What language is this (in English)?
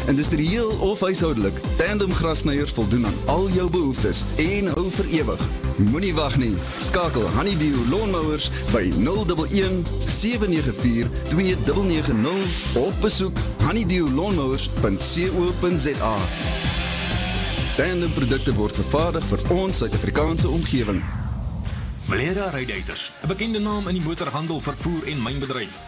Afrikaans